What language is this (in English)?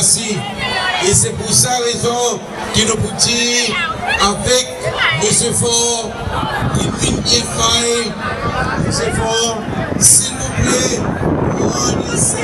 Seselwa Creole French